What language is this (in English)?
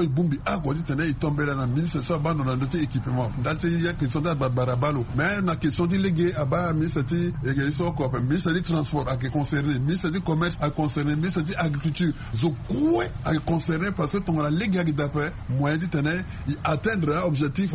Sango